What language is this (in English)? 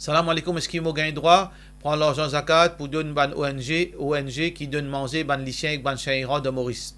Morisyen